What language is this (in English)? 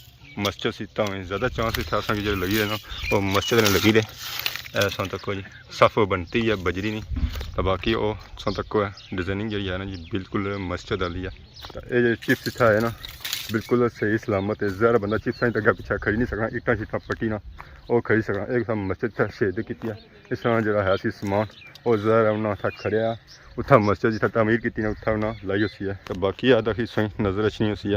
Pahari-Potwari